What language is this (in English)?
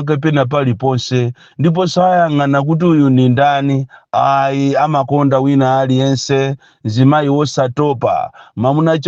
Nyanja